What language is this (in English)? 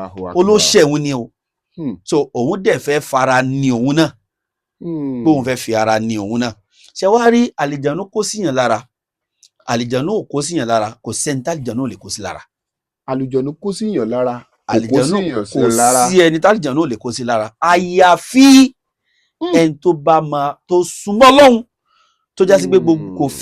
Yoruba